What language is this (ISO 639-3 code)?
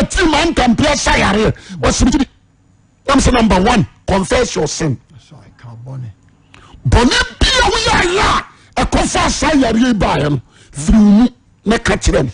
aka